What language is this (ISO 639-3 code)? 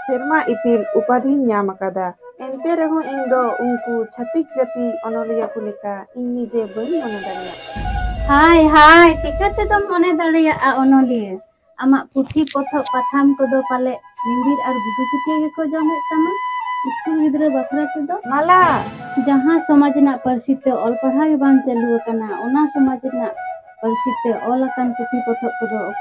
sat